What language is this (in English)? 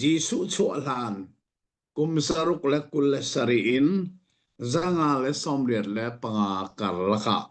Hakha Chin